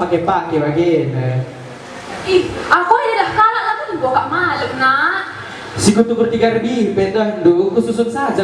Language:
Batak Karo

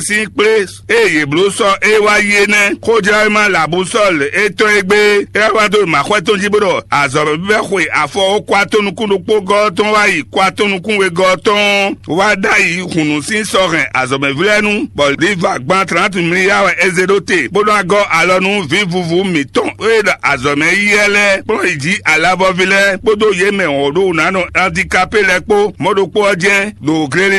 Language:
Fon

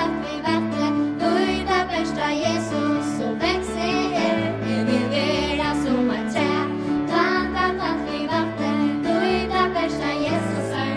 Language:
Faroese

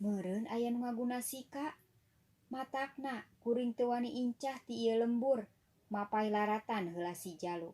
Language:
Sundanese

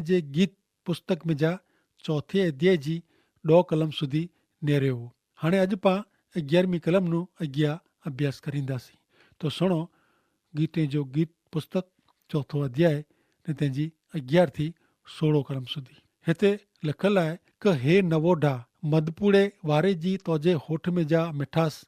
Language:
Kachhi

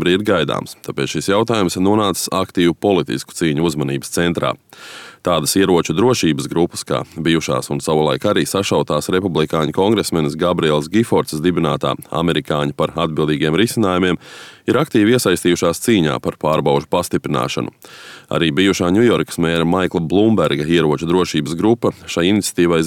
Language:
Latvian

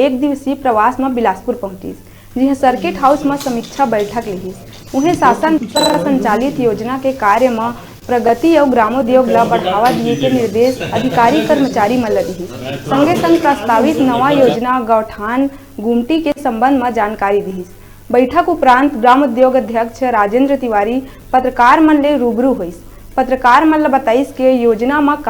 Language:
Chhattisgarhi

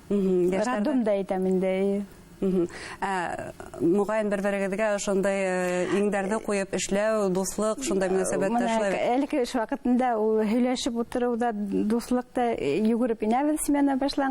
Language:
Bashkir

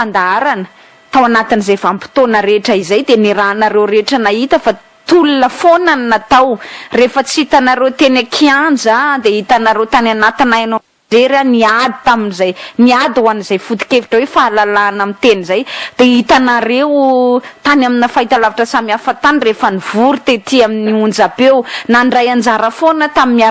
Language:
Malagasy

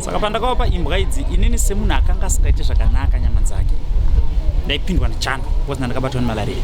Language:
Shona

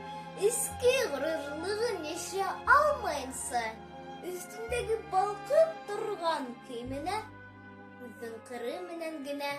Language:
Bashkir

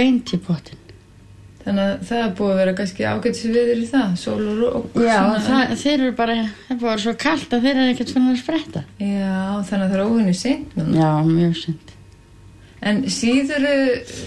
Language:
Icelandic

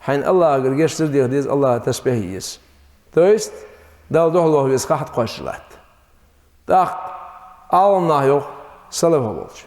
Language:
Ingush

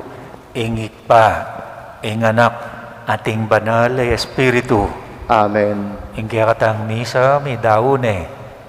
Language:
Pampanga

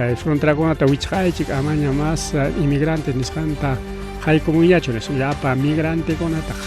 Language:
Ayacucho Quechua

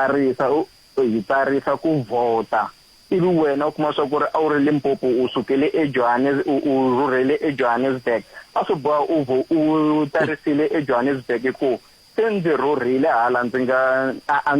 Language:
Tsonga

